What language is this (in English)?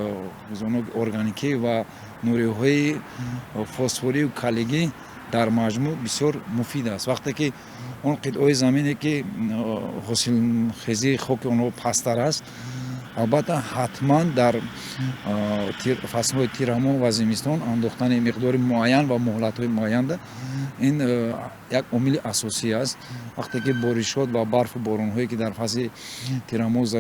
Tajik